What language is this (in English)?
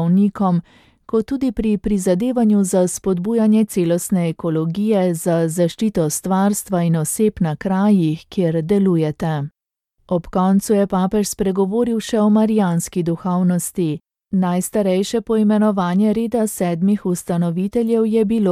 Slovenian